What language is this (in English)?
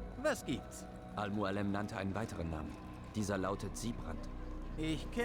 Bavarian